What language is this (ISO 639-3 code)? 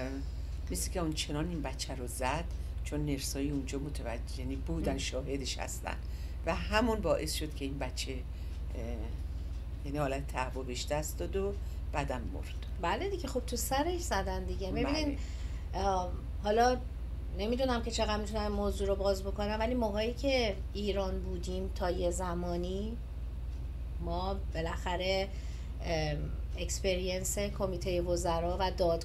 fas